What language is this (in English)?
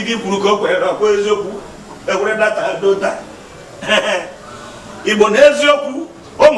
Igbo